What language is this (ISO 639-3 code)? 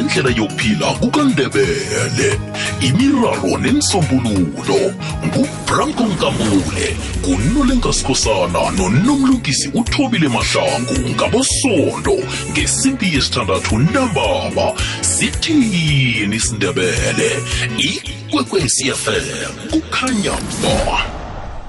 nbl